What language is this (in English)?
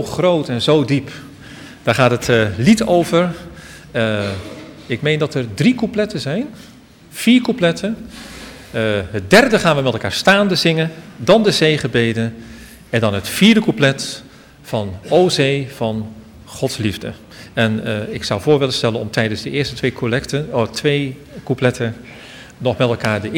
Dutch